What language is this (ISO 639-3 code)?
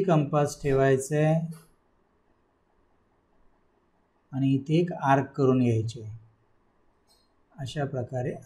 mar